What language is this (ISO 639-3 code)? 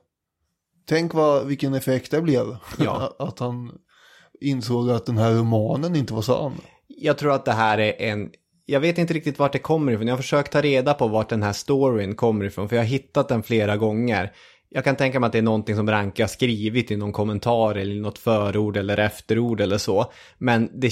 swe